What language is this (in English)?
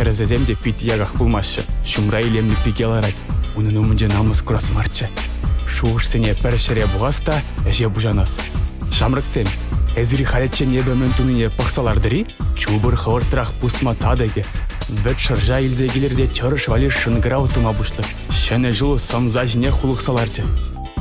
Chuvash